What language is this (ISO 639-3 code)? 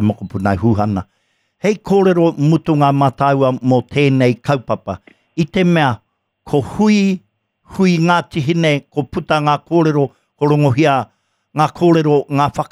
mri